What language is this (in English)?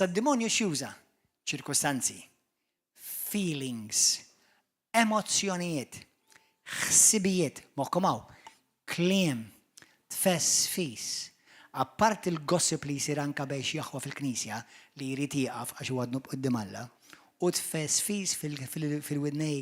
Maltese